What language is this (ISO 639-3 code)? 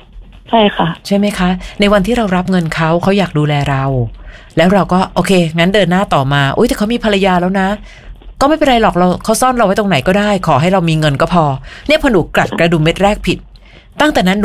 tha